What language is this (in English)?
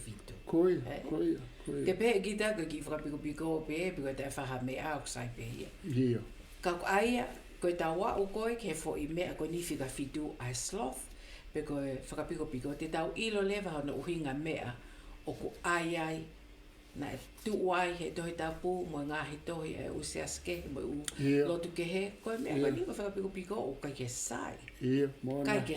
Tongan